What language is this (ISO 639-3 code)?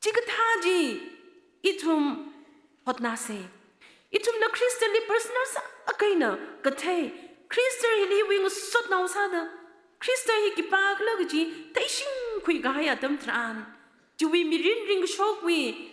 nmf